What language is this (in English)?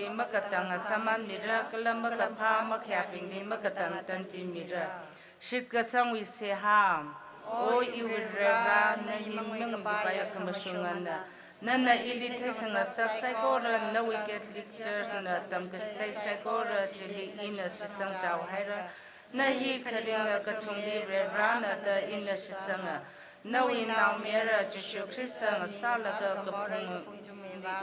Tangkhul Naga (India)